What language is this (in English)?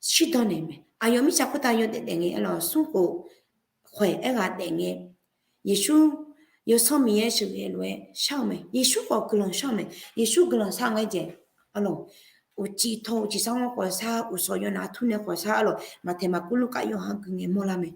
Akha